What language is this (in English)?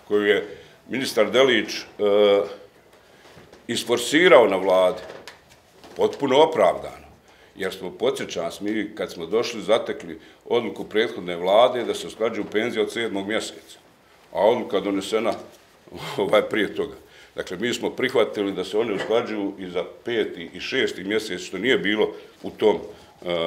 Bosnian